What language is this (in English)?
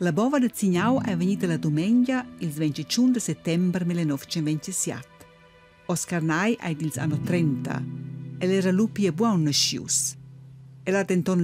Romansh